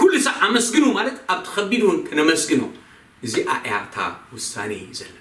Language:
Tigrinya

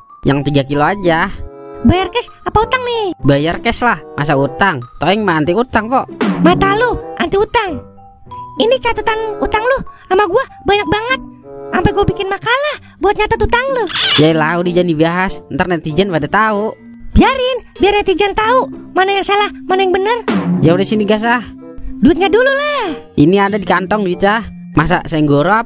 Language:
Betawi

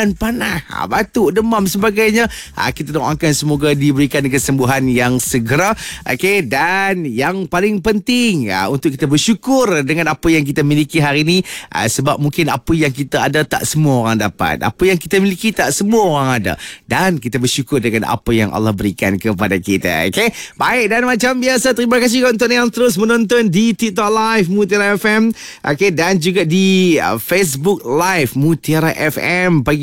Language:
Malay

